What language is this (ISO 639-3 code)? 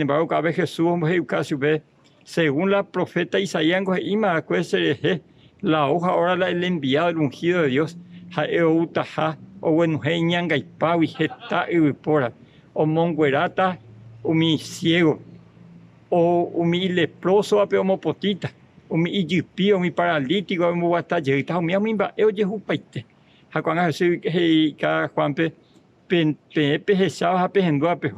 grn